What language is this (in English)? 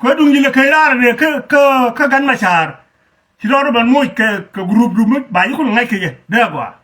Nuer